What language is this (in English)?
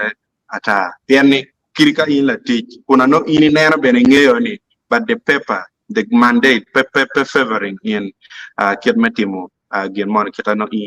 Acoli